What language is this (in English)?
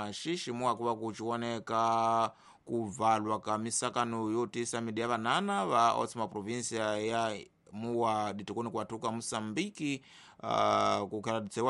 Tsonga